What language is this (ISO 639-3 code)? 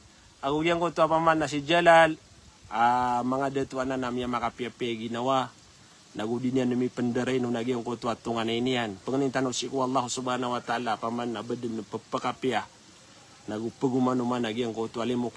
mrw